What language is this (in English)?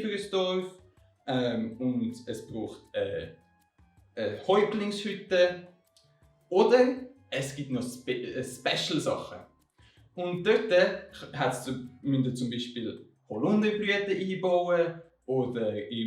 Swiss German